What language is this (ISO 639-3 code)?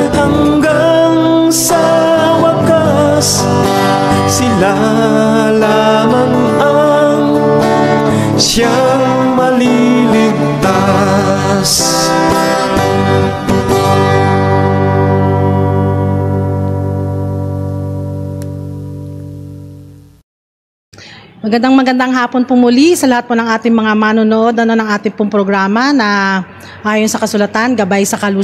fil